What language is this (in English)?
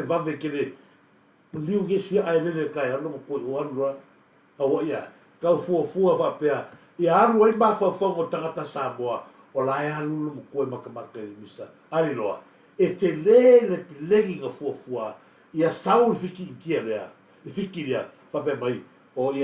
Samoan